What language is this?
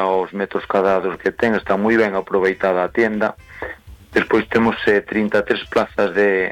Galician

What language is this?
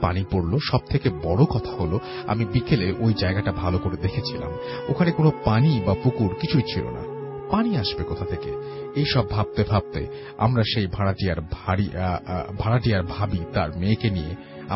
Bangla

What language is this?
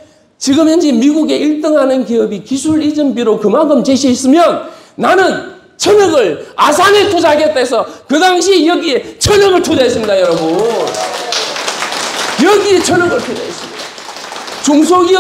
Korean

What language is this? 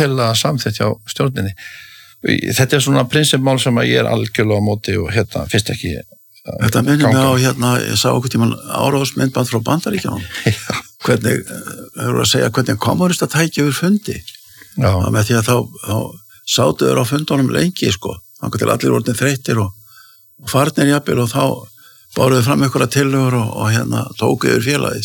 Icelandic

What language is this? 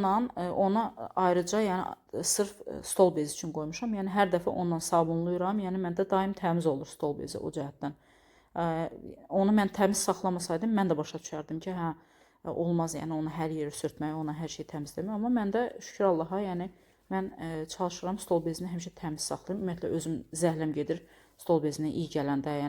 Azerbaijani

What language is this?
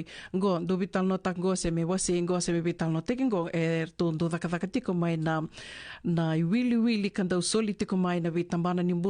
Fijian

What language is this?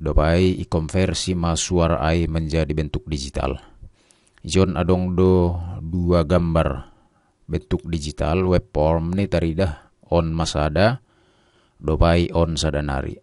Batak Simalungun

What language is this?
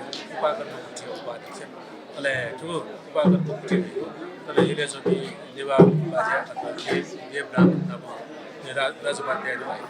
Newari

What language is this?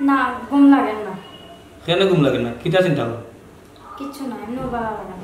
Sylheti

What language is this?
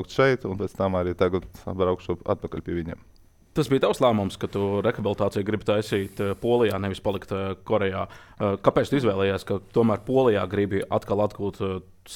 Latvian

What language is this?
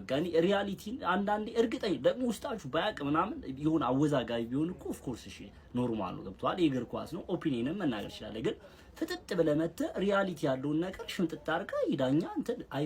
Amharic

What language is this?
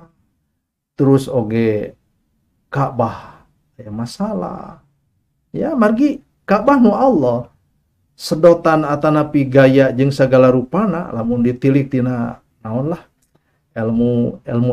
Sundanese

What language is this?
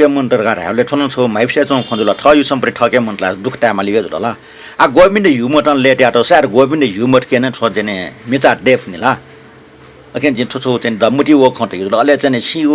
Newari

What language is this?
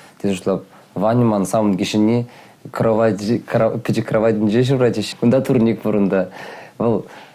Chuvash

